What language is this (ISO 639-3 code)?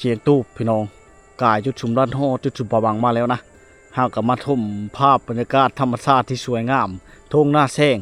lao